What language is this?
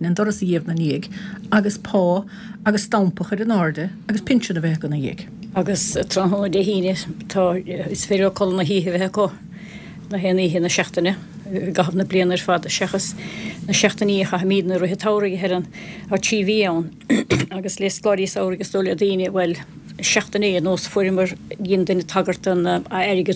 Irish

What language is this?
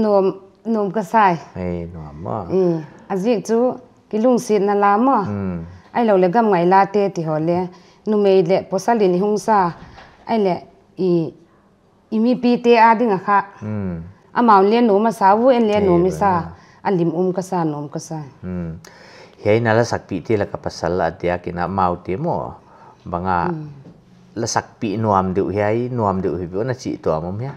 Paite Chin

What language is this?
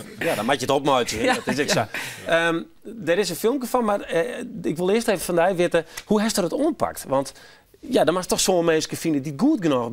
Western Frisian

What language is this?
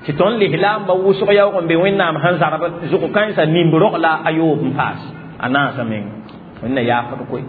Mossi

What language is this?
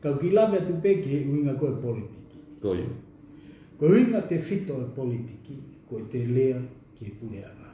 Tongan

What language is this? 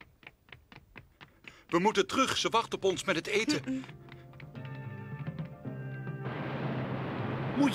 Dutch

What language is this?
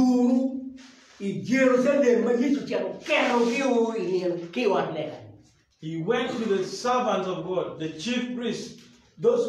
Acoli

